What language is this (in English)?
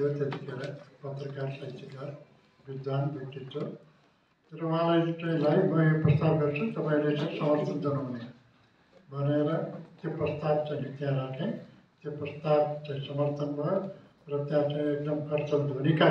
Nepali